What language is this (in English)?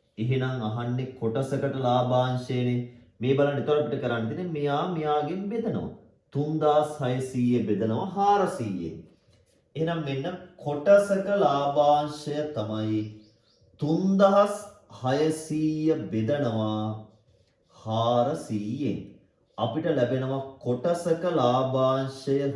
Sinhala